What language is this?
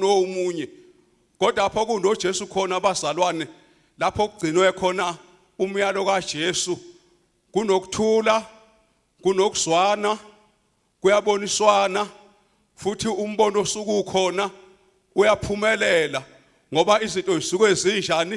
Zulu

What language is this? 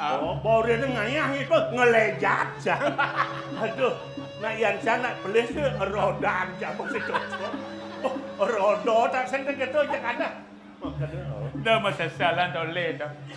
Balinese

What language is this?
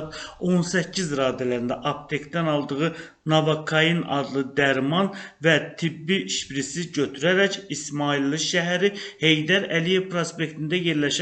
Azerbaijani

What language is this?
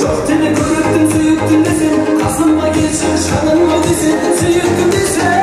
Kara-Kalpak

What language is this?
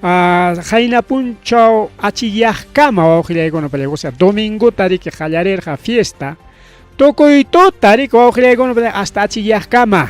Ayacucho Quechua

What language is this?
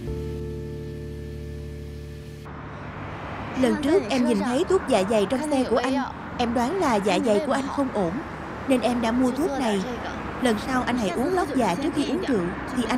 Vietnamese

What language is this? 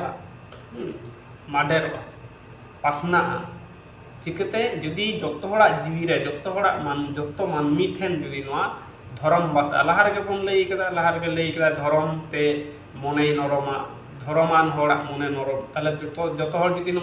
Santali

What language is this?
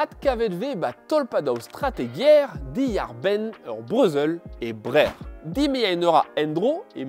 Breton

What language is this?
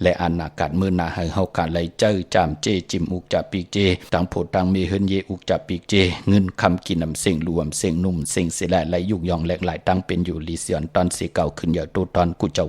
Shan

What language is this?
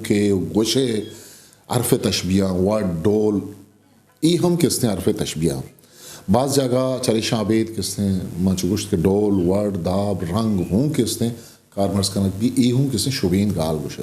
Eastern Balochi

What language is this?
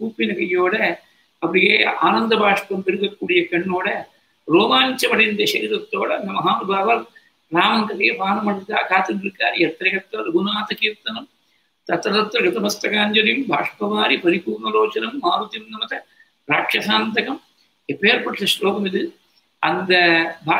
Tamil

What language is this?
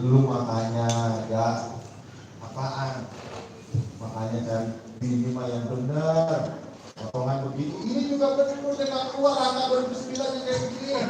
Betawi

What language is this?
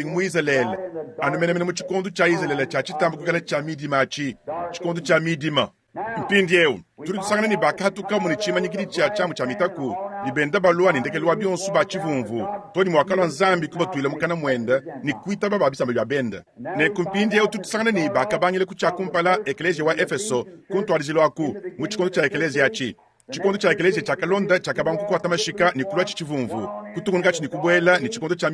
Luba-Lulua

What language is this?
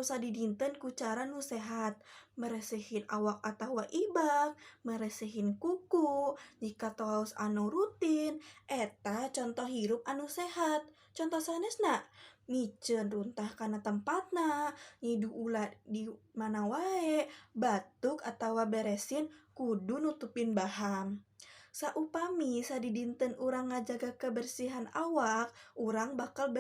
Sundanese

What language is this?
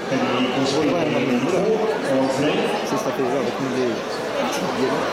Swedish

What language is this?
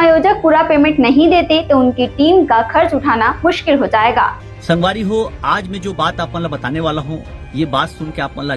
Chhattisgarhi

